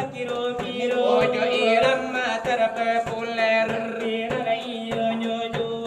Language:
Minangkabau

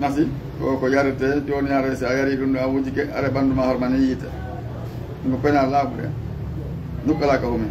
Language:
Fula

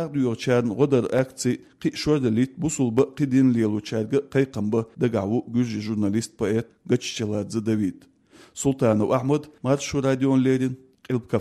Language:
Chechen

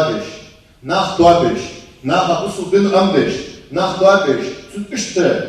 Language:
Ingush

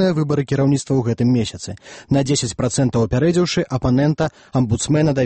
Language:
Belarusian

